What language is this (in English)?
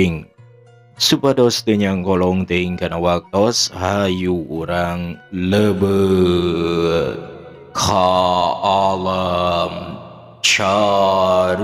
Sundanese